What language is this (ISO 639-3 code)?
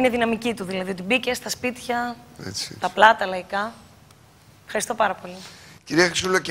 ell